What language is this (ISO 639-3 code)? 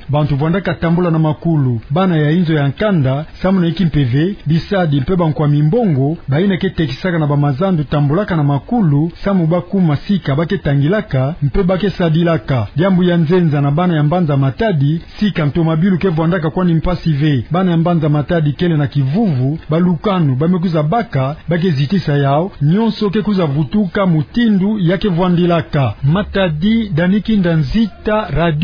ktu